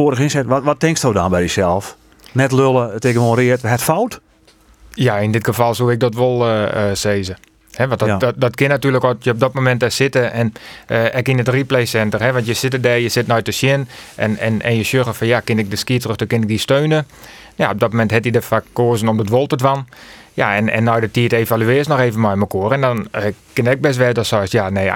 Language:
Western Frisian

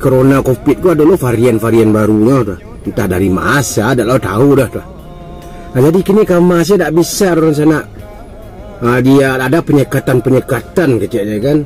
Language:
Minangkabau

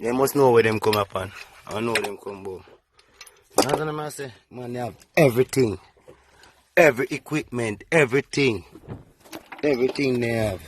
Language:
Jamaican Creole English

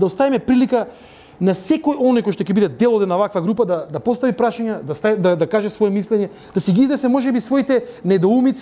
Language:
Macedonian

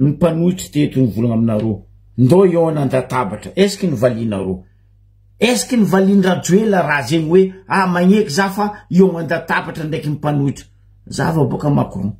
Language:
Malagasy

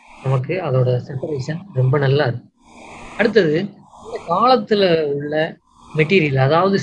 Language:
Tamil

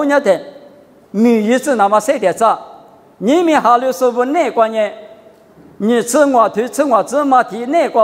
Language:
Lisu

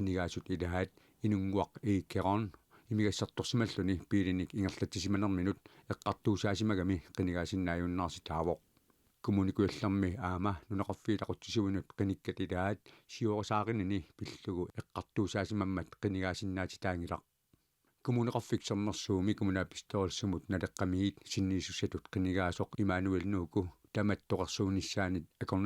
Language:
Kalaallisut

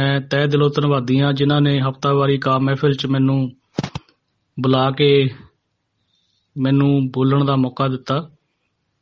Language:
Punjabi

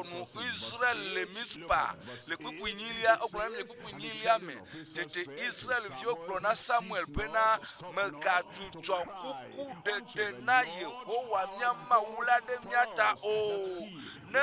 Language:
Ewe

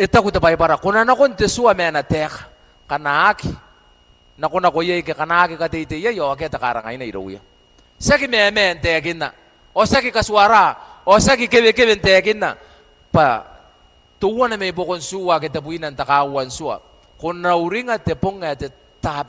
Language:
Gilbertese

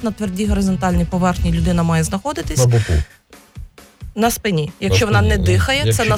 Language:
Ukrainian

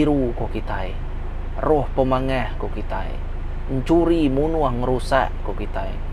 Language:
Iban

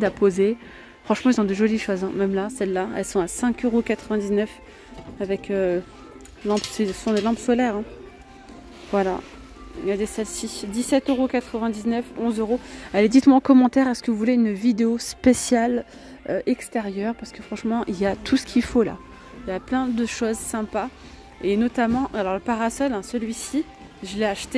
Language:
French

